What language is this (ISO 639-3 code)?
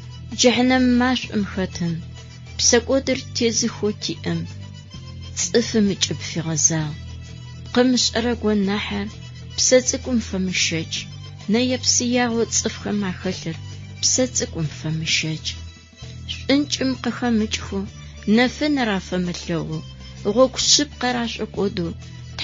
ady